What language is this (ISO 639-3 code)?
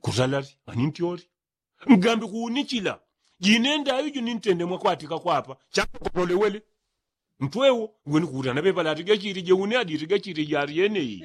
yao